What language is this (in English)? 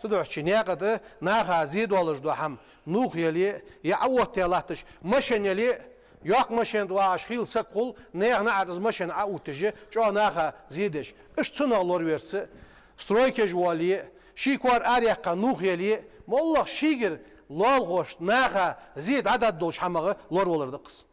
Ingush